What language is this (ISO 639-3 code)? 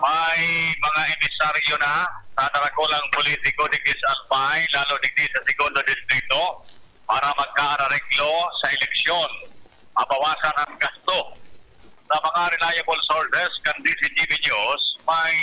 bik